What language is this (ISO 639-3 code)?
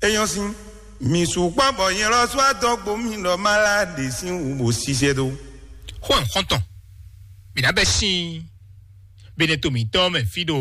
fon